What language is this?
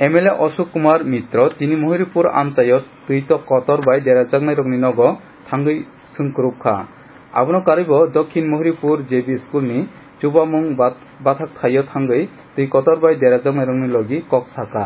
Kok Borok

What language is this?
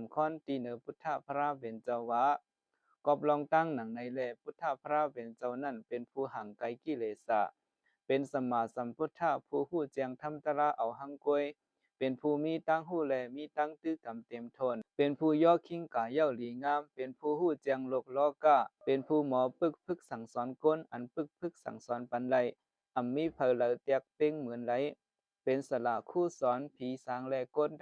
Shan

